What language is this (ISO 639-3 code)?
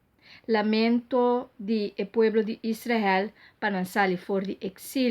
pap